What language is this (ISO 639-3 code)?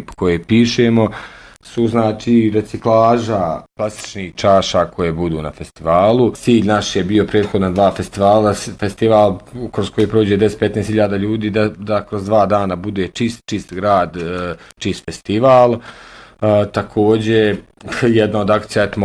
bos